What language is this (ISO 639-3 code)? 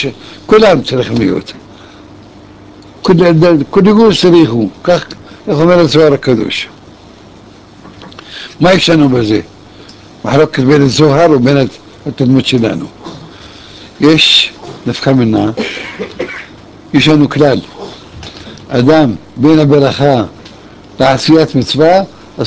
heb